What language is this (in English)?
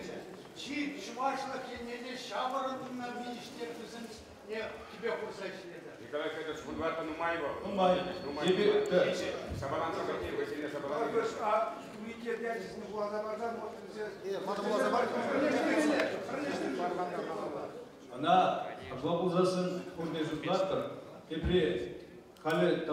Chuvash